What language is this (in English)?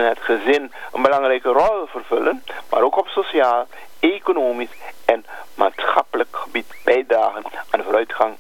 Dutch